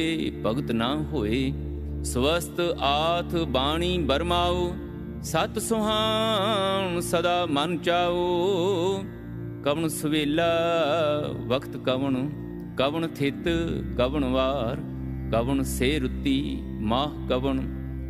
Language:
Punjabi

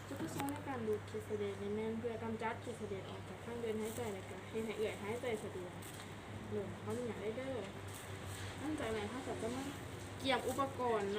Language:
Lao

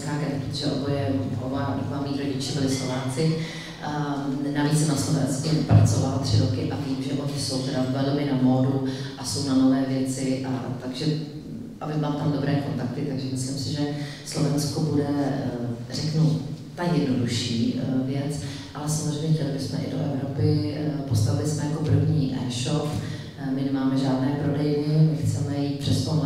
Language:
Czech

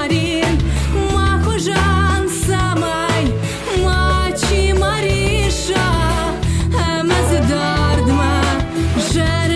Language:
Ossetic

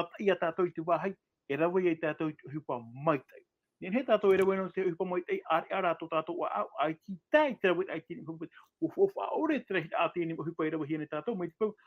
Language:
Tahitian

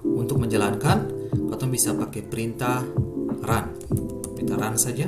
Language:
Ambonese Malay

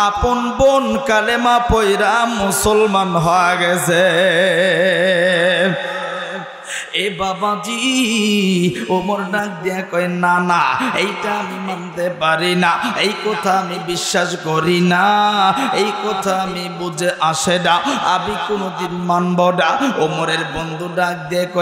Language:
Bangla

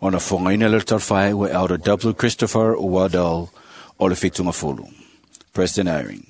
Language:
Samoan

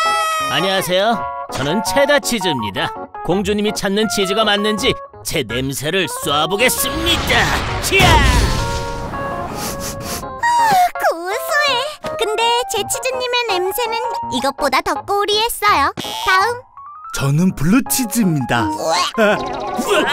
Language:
Korean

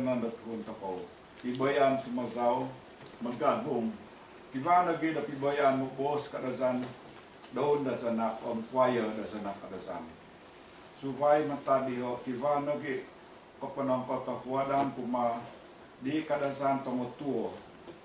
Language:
Central Dusun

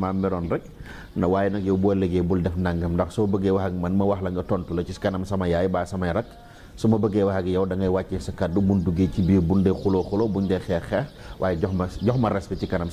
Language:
Wolof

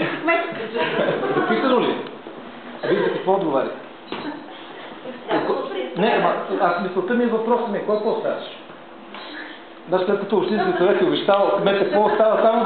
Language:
Bulgarian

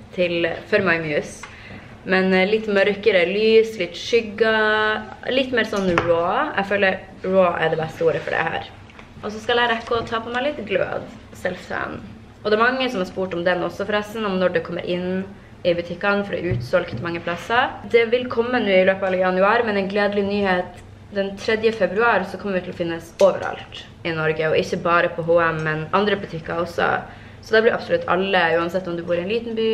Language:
Norwegian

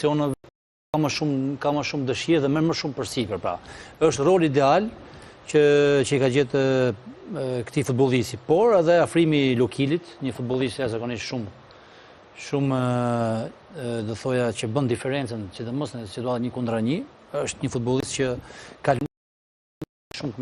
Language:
Albanian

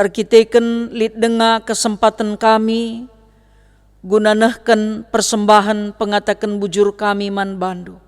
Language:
Batak Karo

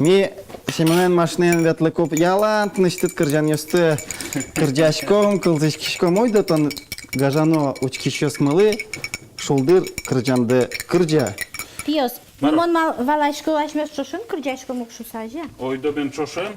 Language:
Udmurt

